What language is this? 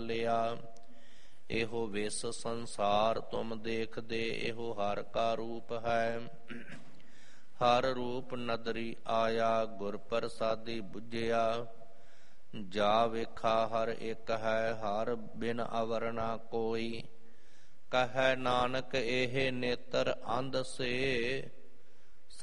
Punjabi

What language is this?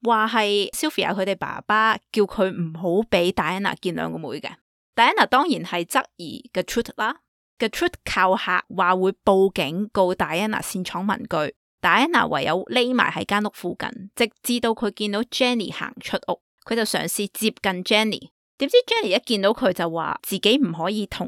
Cantonese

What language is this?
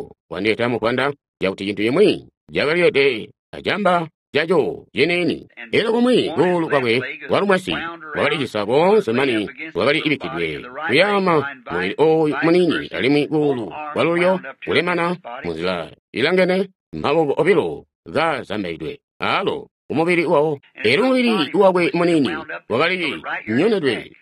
Tonga (Zambia)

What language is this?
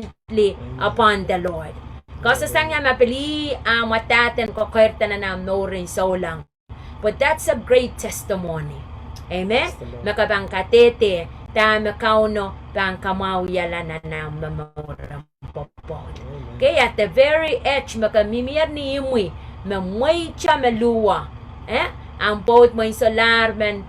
Pohnpeian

